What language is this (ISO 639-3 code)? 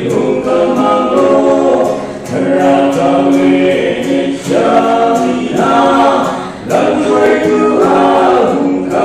cnh